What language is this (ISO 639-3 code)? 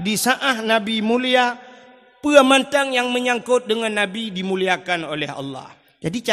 ace